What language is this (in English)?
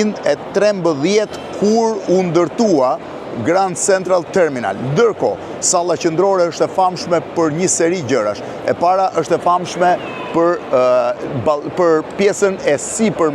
Albanian